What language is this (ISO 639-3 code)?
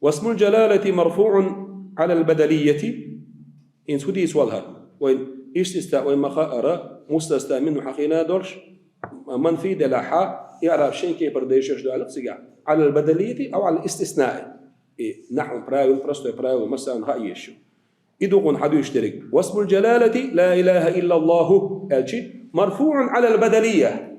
che